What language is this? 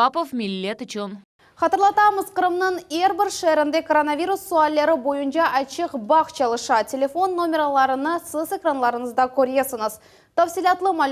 Crimean Tatar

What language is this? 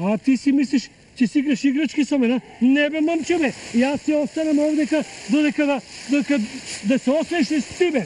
Macedonian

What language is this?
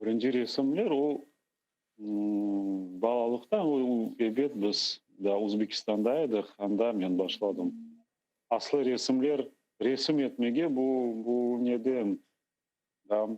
Crimean Tatar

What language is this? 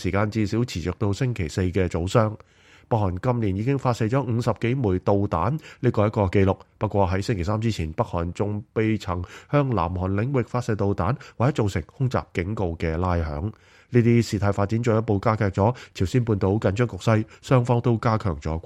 Cantonese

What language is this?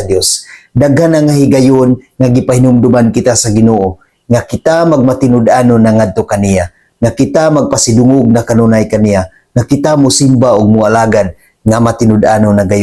Cebuano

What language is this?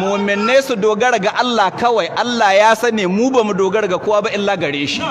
Hausa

